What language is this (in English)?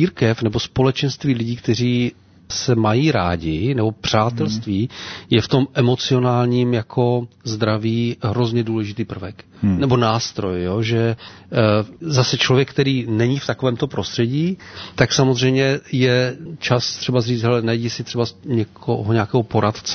Czech